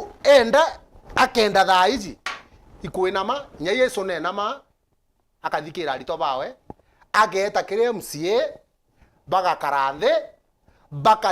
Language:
Meru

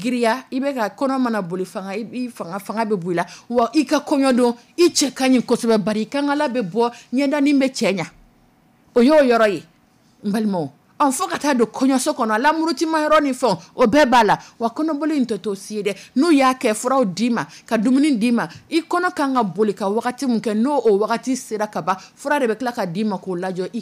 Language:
Dyula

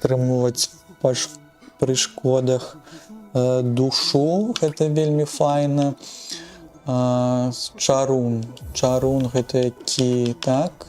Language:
Belarusian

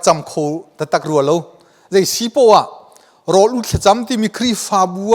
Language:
Hakha Chin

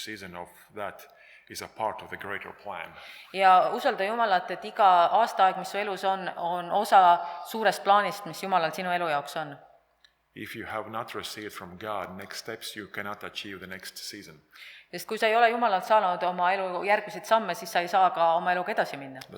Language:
Estonian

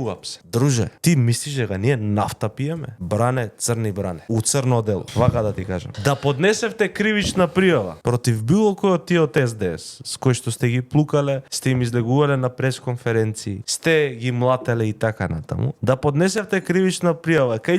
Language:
Macedonian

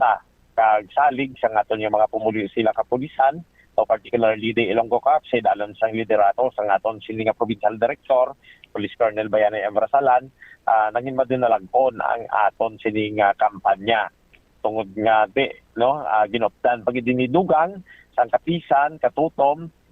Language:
Hiligaynon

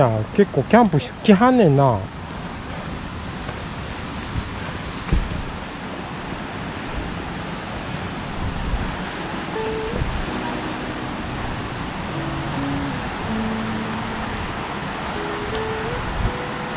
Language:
Japanese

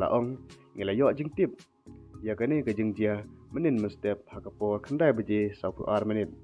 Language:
Khasi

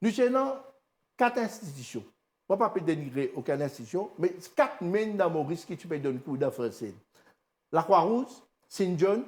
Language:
Morisyen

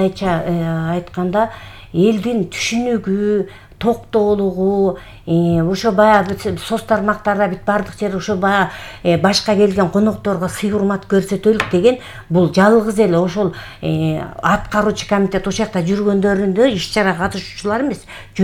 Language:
Kyrgyz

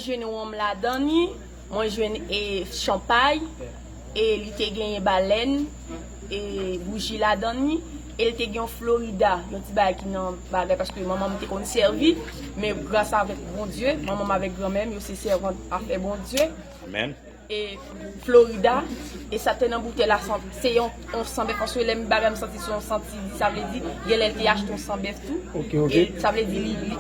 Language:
Haitian Creole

